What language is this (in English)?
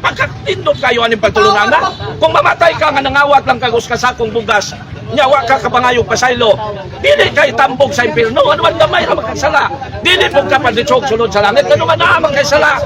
Cebuano